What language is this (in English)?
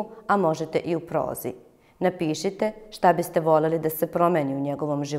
Serbian